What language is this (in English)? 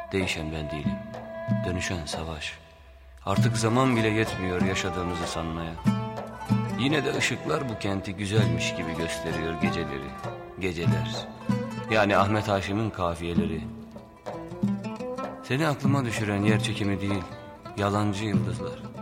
Turkish